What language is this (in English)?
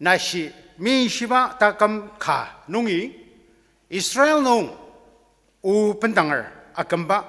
Ao Naga